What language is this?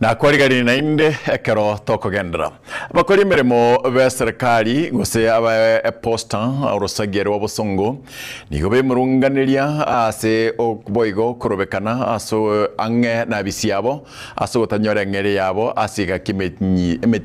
Gusii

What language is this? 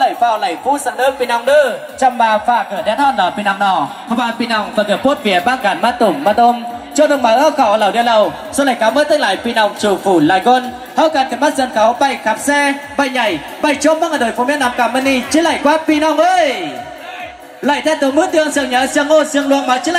Vietnamese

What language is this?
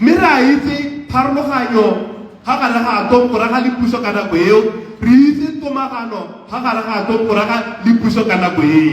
Tswana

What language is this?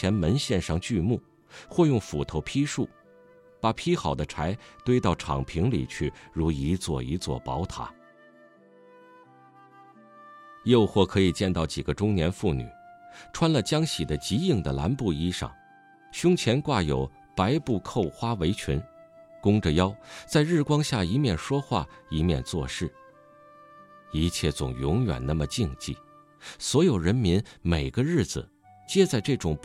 Chinese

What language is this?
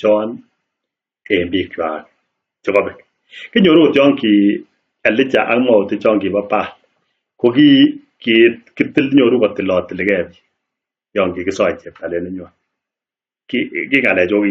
Kalenjin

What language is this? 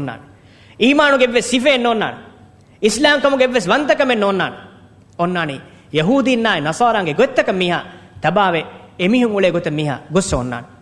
Divehi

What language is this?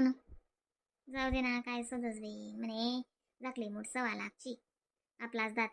Khandesi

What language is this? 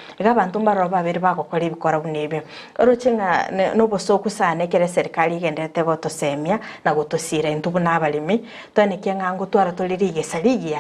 Gusii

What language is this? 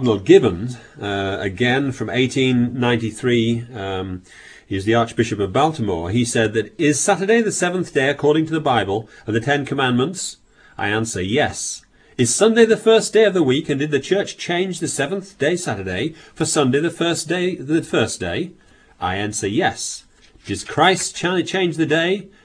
English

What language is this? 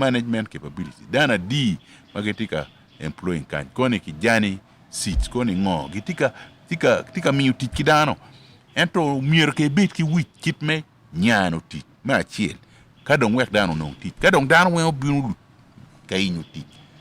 Acoli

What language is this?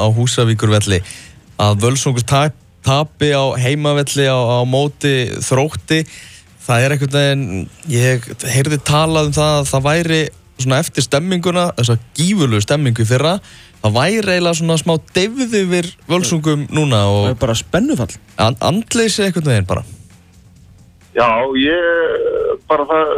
Icelandic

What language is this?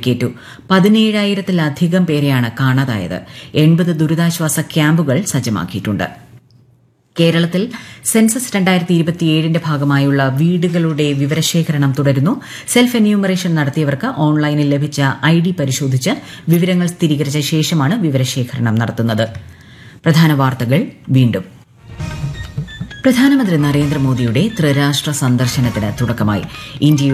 Malayalam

